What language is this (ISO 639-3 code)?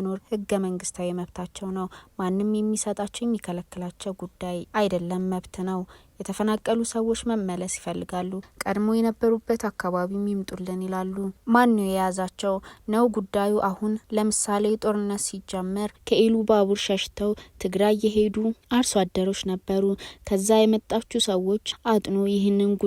amh